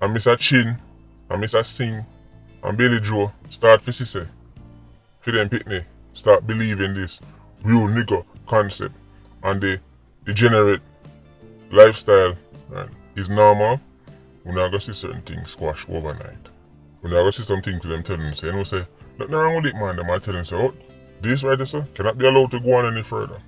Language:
Jamaican Creole English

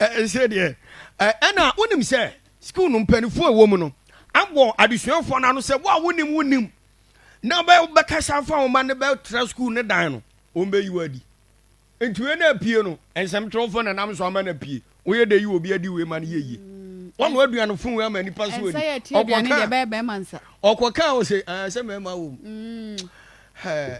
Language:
Akan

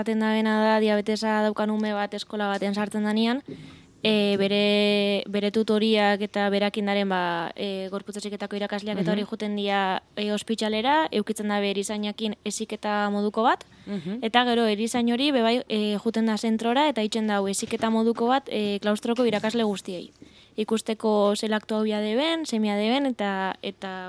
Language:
Basque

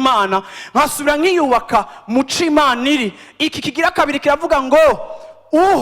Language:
Rundi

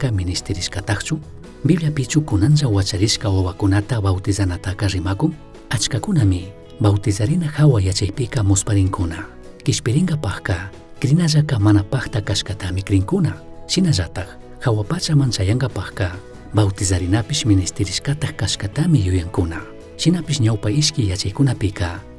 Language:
Chimborazo Highland Quichua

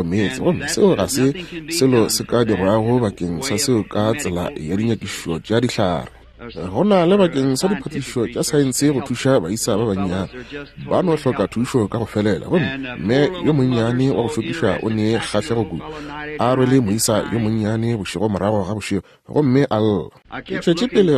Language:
Northern Sotho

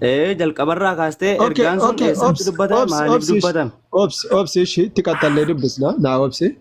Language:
Oromo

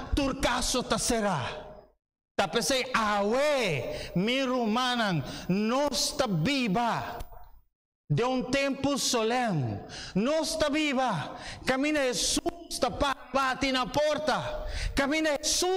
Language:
Papiamento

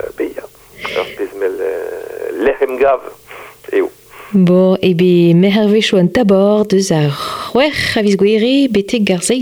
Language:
Breton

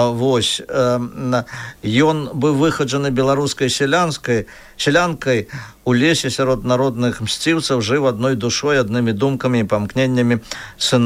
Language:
Belarusian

